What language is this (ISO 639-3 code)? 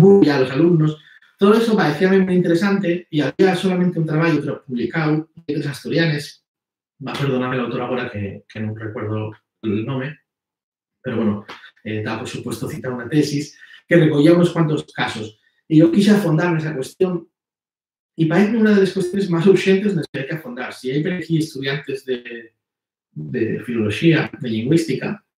ast